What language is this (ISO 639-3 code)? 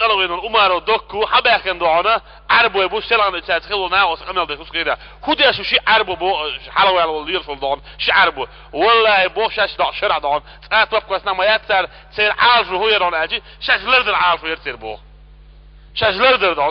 che